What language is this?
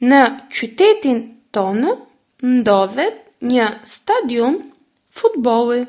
Albanian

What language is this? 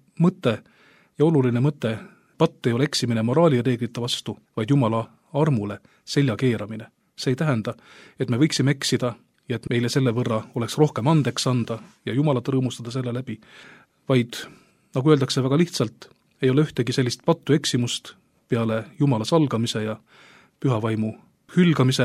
Estonian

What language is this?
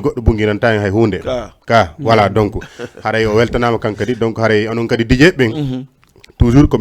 Fula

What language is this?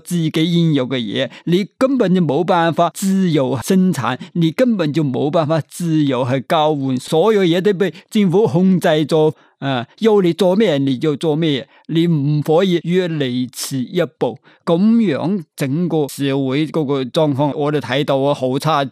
Cantonese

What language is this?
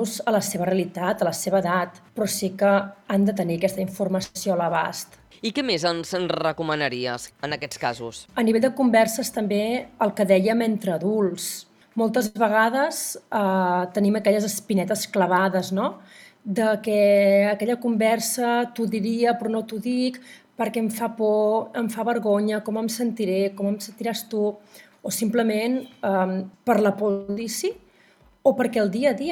Catalan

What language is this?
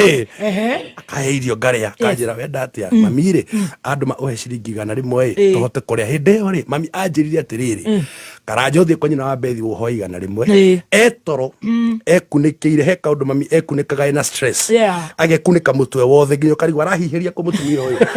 Kikuyu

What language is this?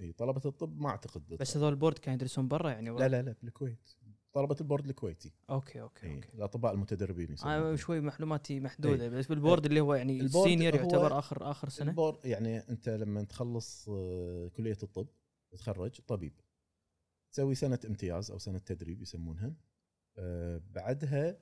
Gulf Arabic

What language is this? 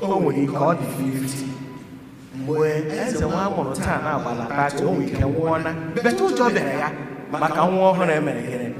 Igbo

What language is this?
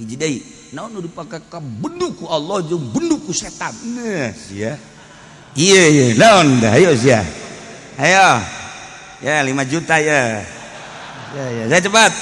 Sundanese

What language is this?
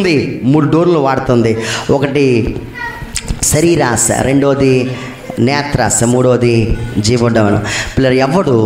Telugu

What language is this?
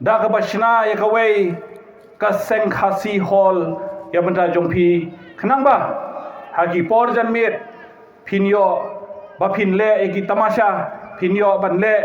Khasi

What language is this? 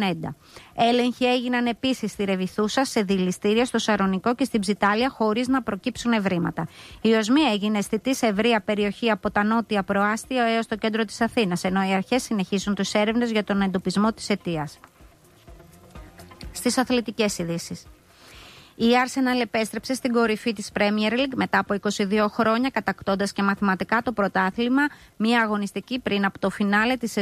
Greek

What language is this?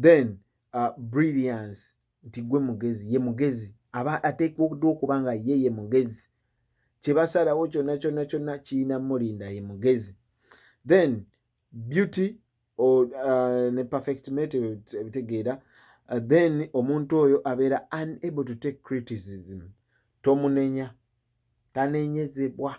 Ganda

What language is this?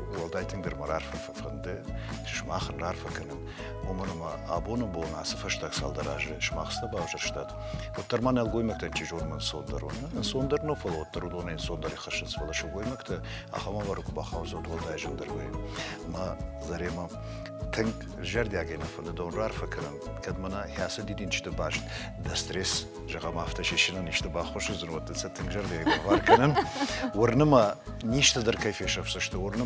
Ossetic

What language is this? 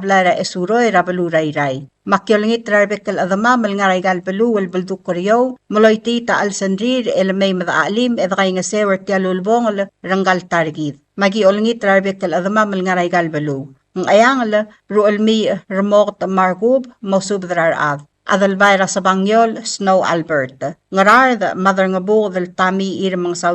Palauan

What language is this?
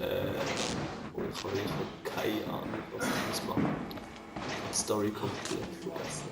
Swiss German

